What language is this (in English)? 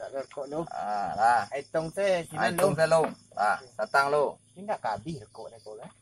Minangkabau